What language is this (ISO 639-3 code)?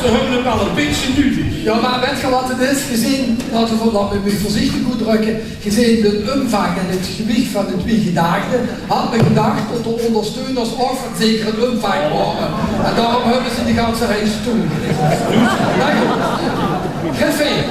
lim